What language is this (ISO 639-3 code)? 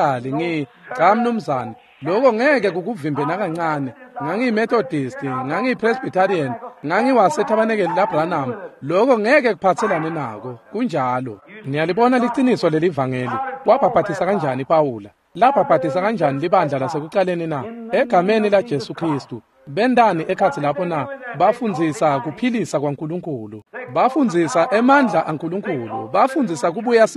ssw